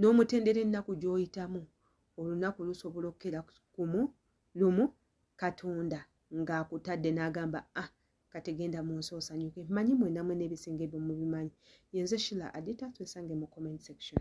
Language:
Ganda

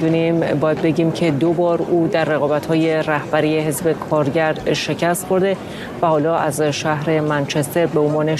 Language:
Persian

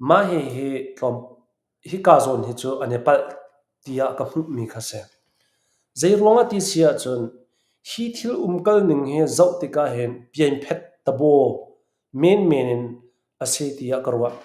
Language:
Hakha Chin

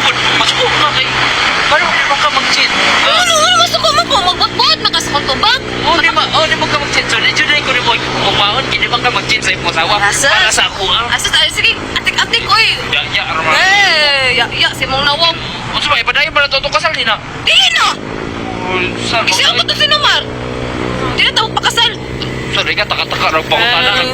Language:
Cebuano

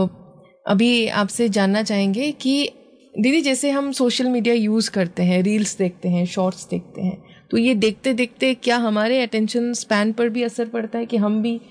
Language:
Hindi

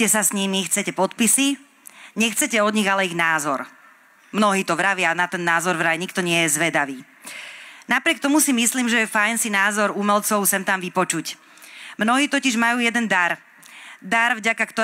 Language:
Slovak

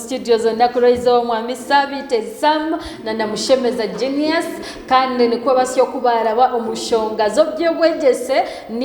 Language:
Nyankole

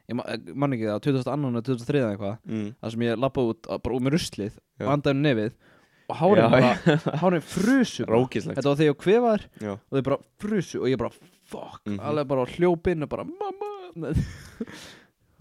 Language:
Icelandic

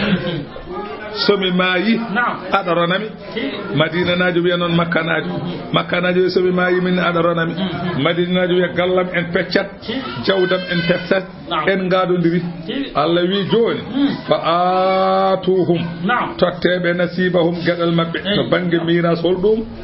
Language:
Fula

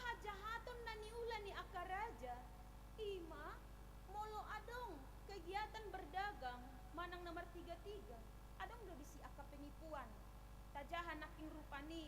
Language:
Batak Toba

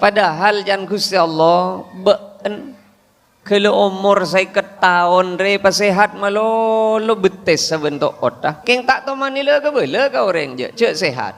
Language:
Madurese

